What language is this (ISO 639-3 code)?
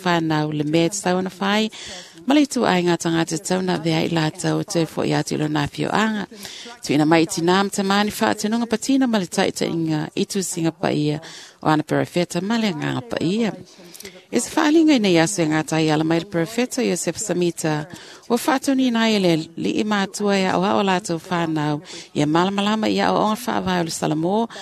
smo